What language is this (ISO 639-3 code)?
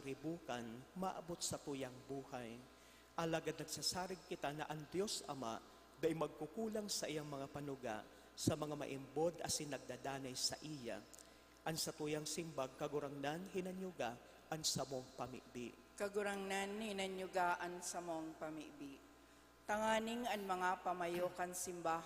bik